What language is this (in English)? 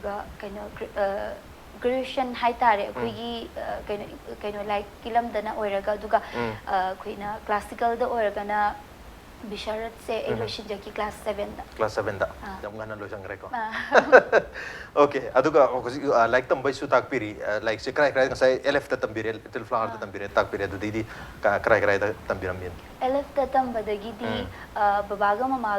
Manipuri